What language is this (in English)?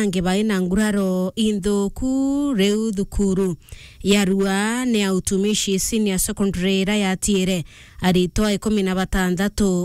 Meru